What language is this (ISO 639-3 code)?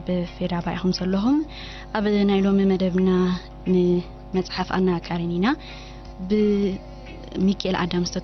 tir